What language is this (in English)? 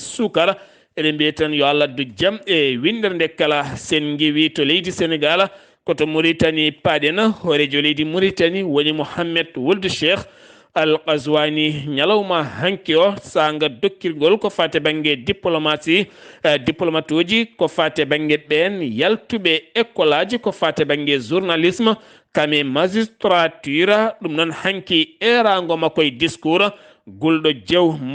Fula